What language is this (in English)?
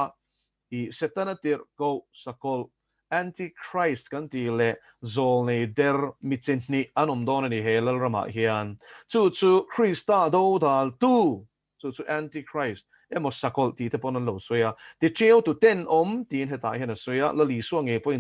Mizo